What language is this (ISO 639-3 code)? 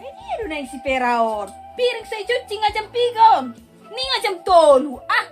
bbc